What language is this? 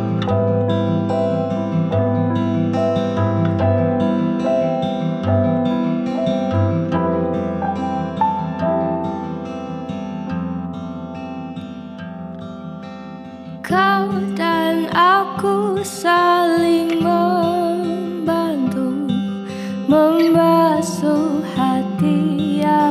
Indonesian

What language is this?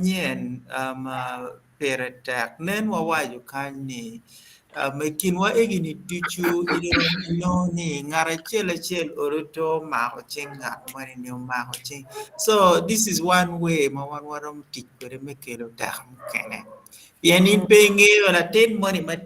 Acoli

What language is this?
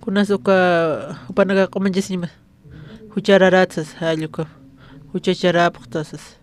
Aymara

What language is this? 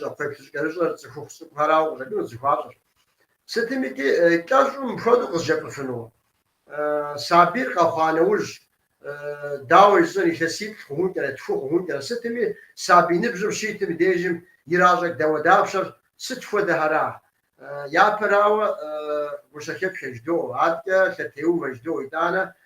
Kabardian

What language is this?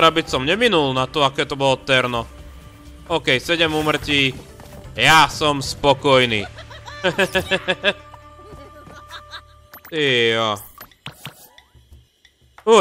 Slovak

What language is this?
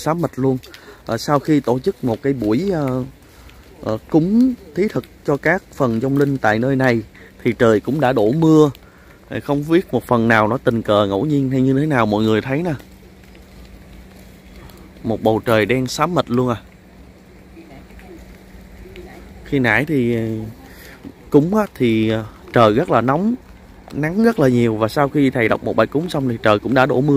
Vietnamese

